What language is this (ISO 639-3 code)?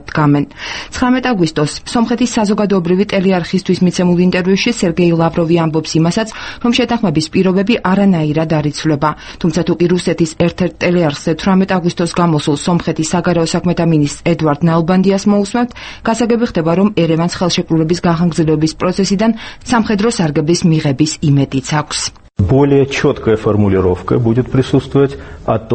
kat